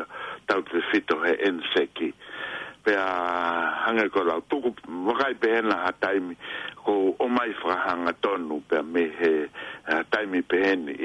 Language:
Tongan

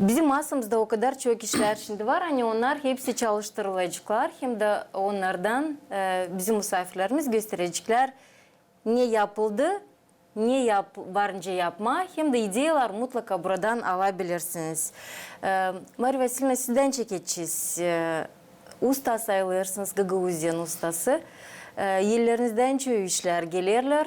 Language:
Gagauz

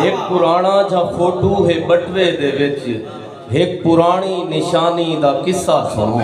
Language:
Saraiki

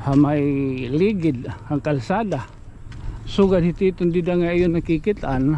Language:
Waray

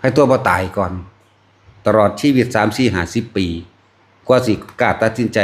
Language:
Northeastern Thai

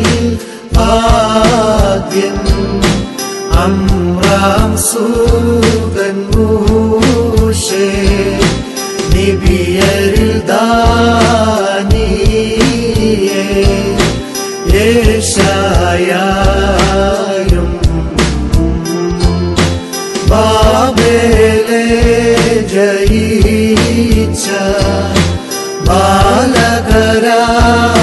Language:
Malayalam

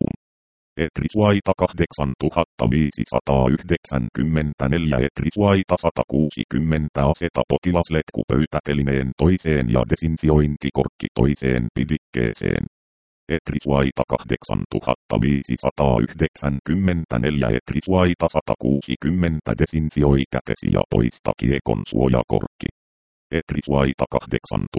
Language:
Finnish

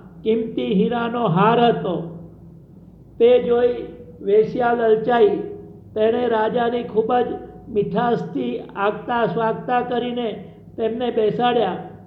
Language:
Gujarati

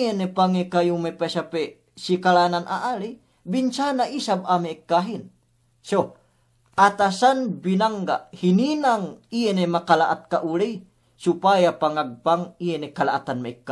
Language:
Yakan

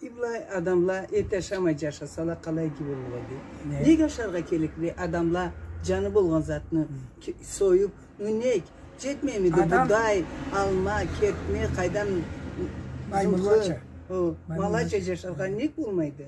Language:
Karachay-Balkar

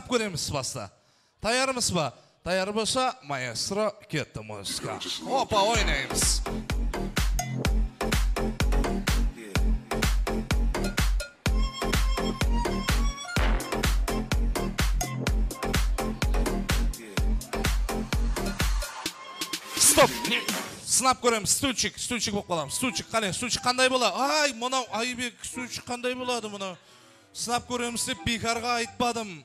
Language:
Kazakh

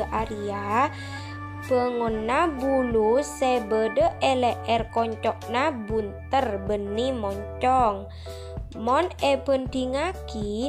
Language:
Madurese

